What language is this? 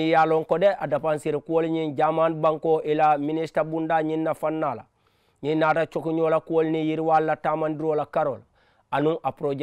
Mandingo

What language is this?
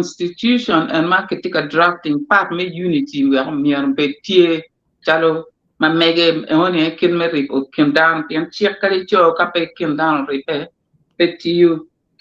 Acoli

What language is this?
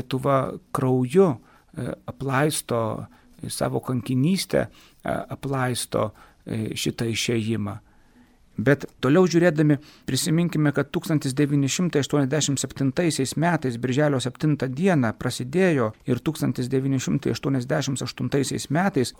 Lithuanian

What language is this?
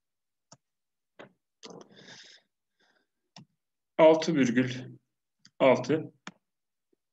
Turkish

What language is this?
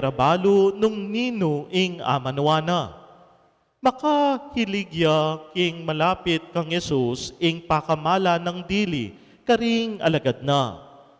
Pampanga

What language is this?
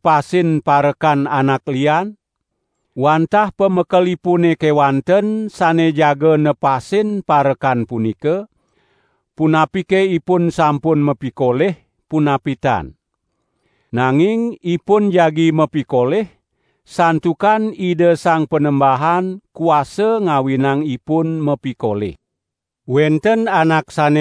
Balinese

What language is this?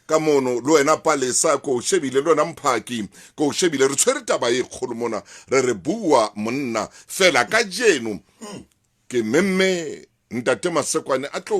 Southern Sotho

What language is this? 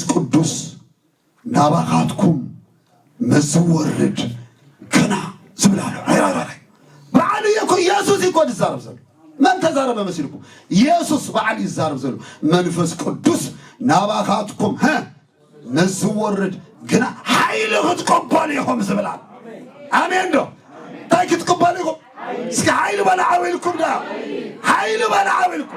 Tigrinya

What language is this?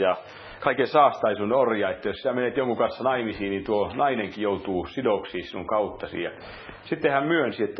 Finnish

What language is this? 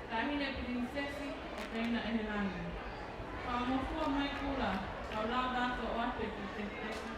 Tongan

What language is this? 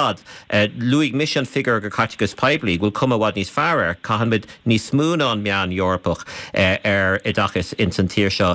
Irish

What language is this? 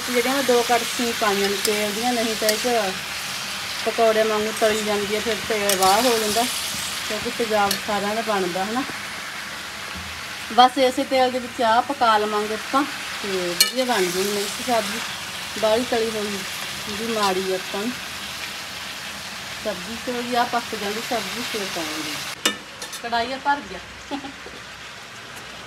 Punjabi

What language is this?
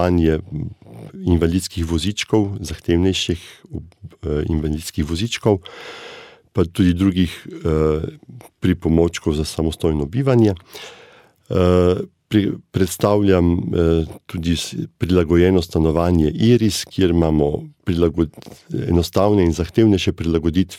Slovenian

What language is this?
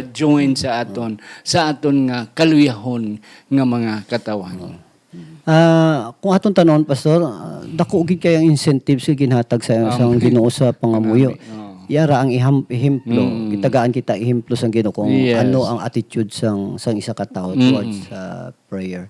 Hiligaynon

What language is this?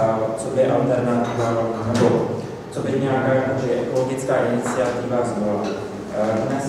Czech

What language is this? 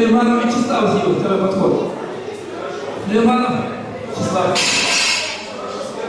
Russian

